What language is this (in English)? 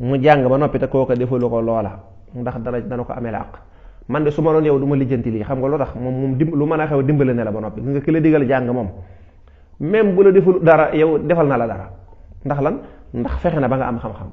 Wolof